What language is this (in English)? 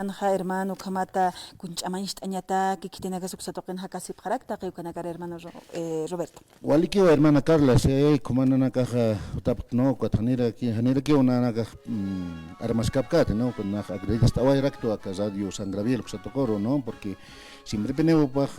Aymara